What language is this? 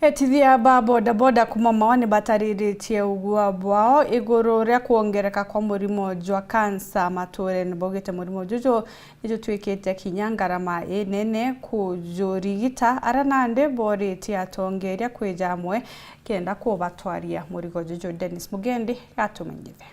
Meru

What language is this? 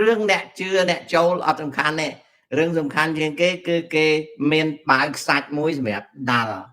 Khmer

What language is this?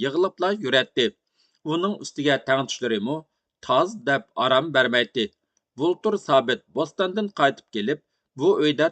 Uyghur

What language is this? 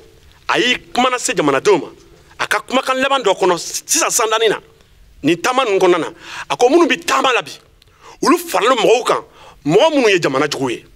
Bambara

